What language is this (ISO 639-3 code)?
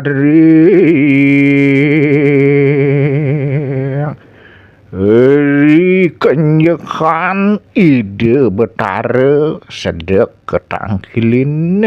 ban